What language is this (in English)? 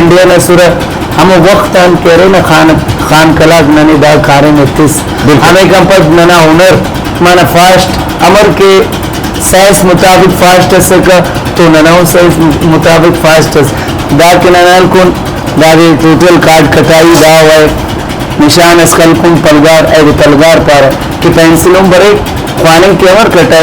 Brahui